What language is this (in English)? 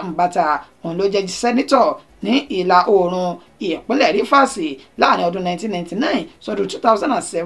Yoruba